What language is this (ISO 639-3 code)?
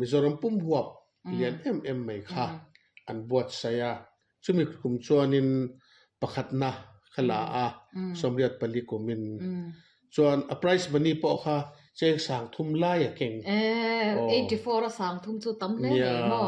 lus